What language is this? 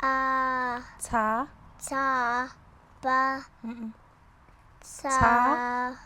Tswana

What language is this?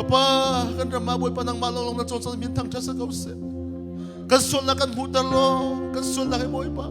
Hakha Chin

